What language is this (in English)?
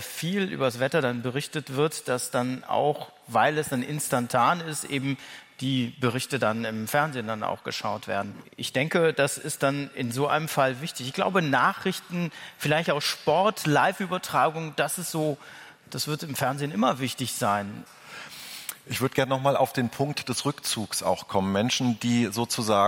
German